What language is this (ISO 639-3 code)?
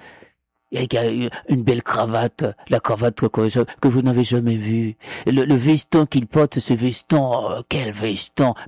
fra